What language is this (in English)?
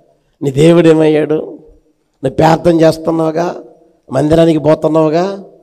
Telugu